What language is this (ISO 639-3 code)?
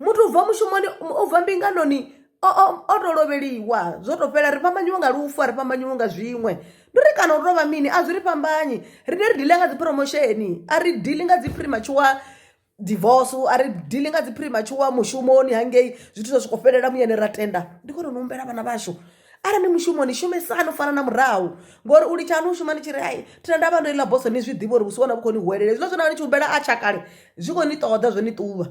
ven